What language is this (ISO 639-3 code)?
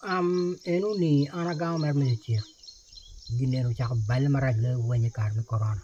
ach